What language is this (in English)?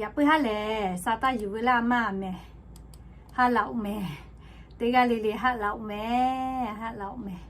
Lahu